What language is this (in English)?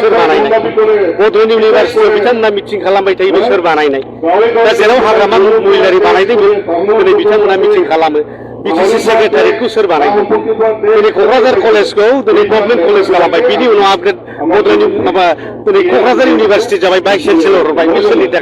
Bodo